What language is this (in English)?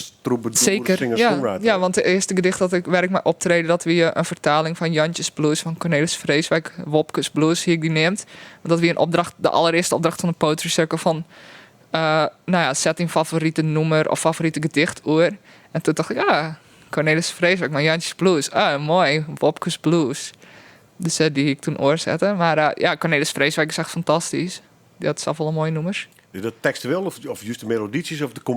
Western Frisian